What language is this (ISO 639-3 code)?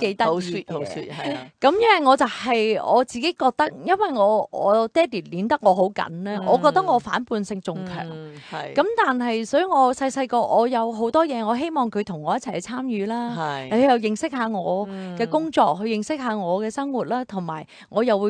yue